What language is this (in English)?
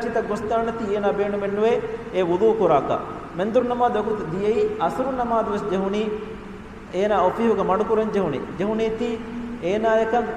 Divehi